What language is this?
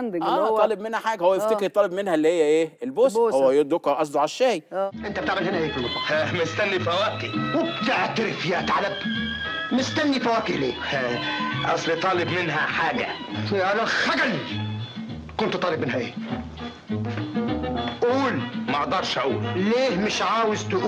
Egyptian Arabic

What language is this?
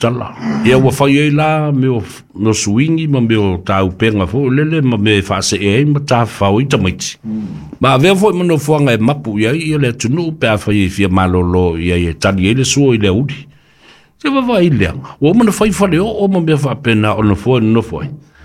Samoan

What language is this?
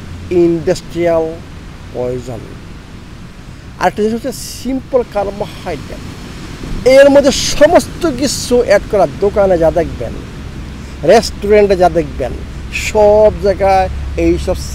Bangla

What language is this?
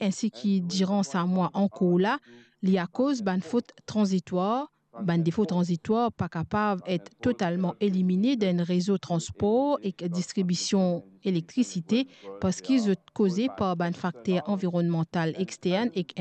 Morisyen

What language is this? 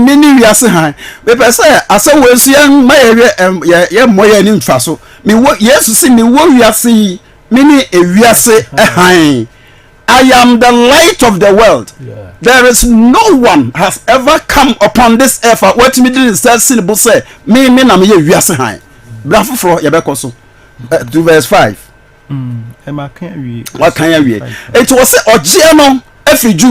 Akan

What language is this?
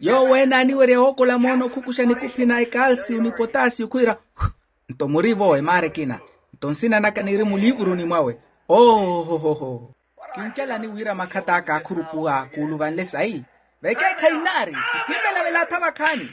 Makhuwa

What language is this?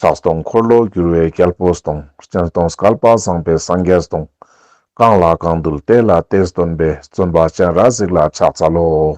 Ladakhi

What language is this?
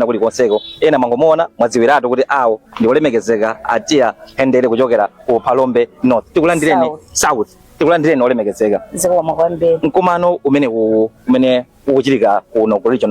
Nyanja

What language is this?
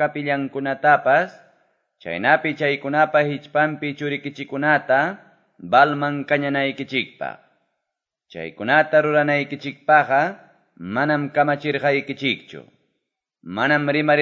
Quechua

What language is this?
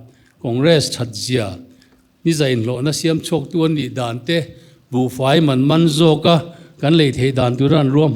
Mizo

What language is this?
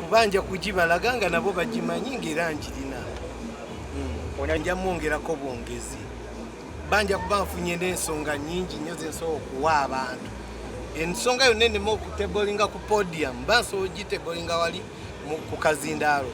Ganda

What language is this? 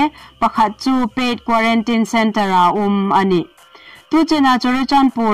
Hmar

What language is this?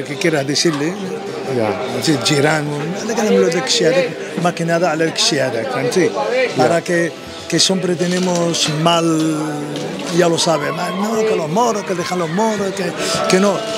Moroccan Arabic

